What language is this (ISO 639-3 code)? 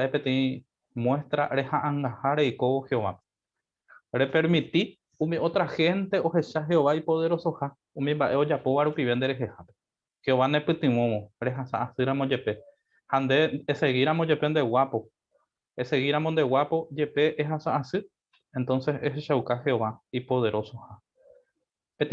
grn